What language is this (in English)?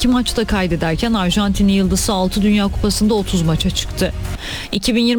Turkish